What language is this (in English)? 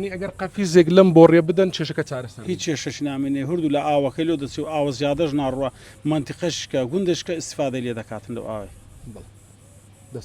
Central Kurdish